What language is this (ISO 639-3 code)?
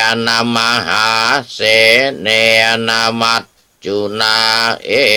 pli